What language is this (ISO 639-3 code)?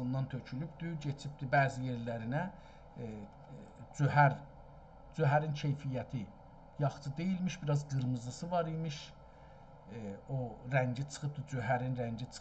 azb